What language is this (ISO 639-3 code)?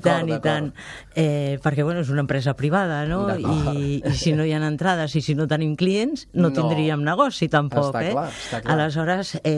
cat